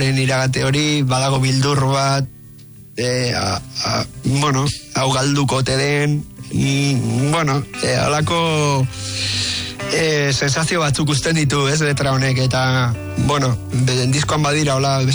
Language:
Basque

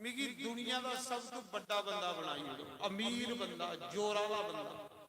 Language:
Dogri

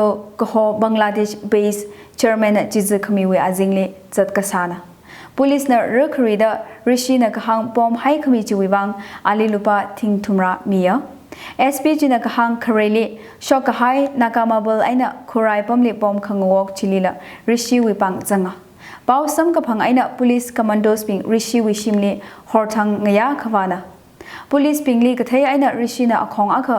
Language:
Tangkhul Naga (India)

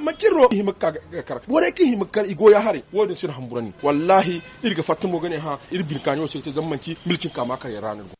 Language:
Zarma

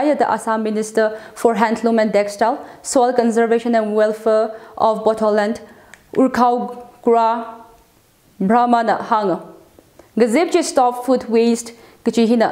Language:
Tangkhul Naga (India)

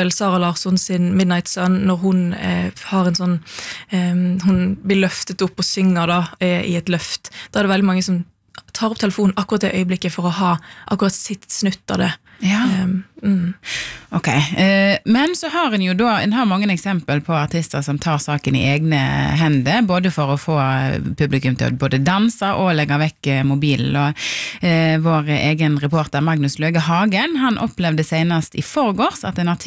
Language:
Norwegian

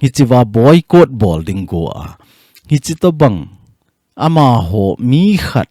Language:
Thado Chin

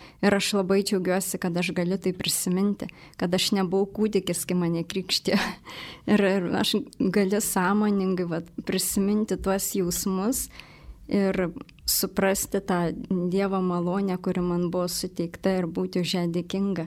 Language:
Lithuanian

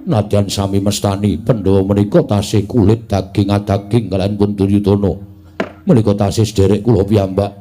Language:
Javanese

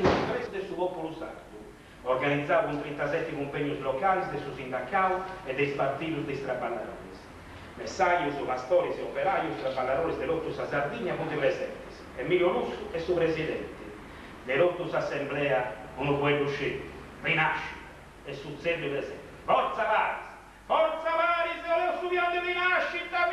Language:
Sardinian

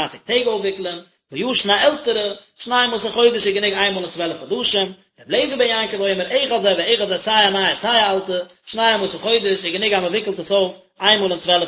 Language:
Yiddish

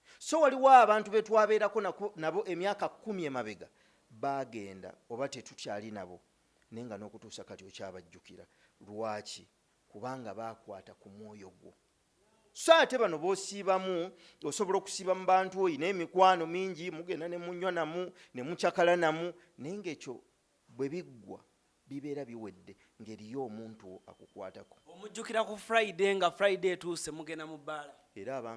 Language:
Ganda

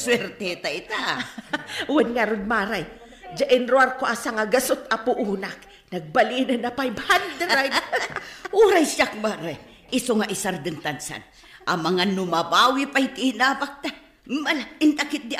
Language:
Iloko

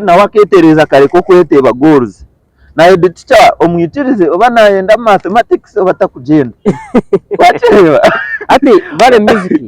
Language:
Nyankole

